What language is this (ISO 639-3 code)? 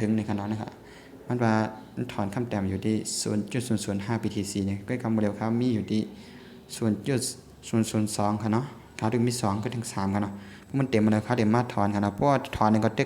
shn